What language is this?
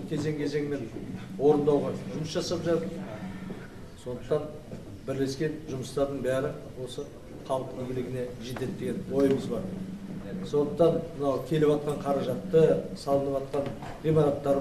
Kazakh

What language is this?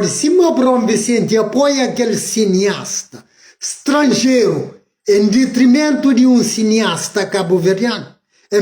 Kabuverdianu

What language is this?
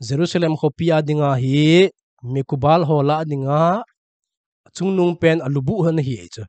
Thado Chin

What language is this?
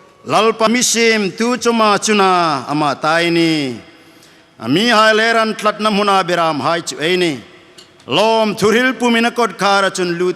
Hmar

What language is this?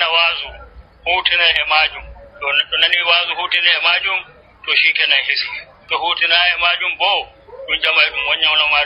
Nigerian Fulfulde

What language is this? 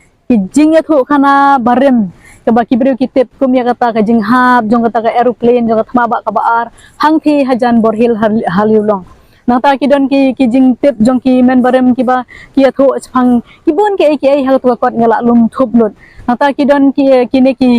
Khasi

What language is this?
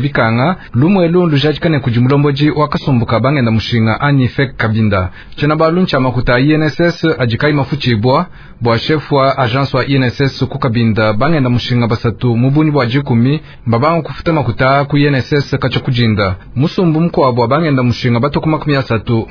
Luba-Lulua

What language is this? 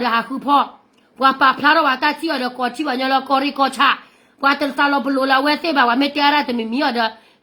S'gaw Karen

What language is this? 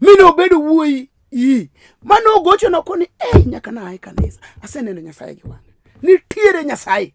Luo (Kenya and Tanzania)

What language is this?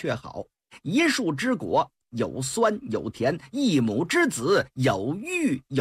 Chinese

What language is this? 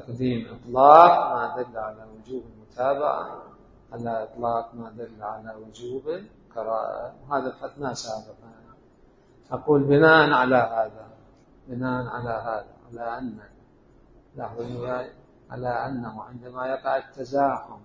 Mesopotamian Arabic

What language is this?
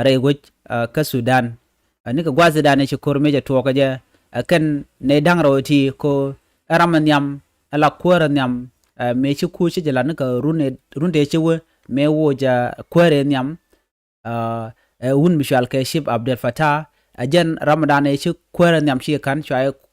Nuer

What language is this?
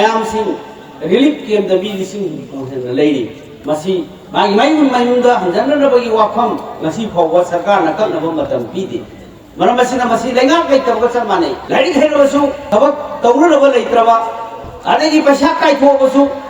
Manipuri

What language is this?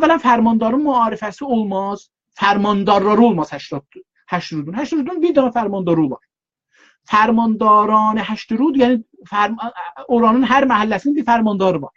South Azerbaijani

